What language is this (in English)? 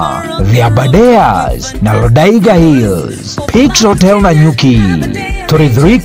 Meru